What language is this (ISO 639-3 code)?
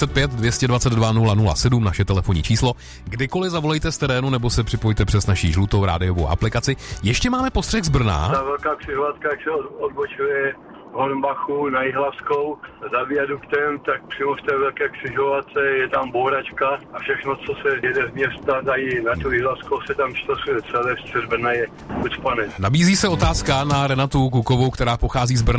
ces